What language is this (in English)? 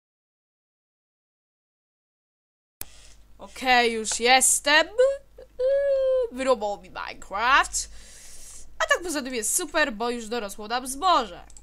Polish